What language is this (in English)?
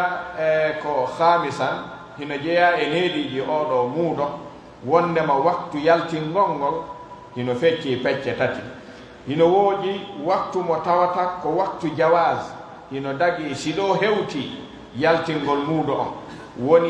Pular